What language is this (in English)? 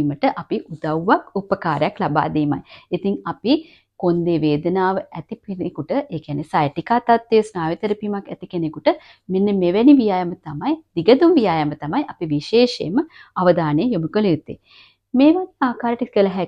Sinhala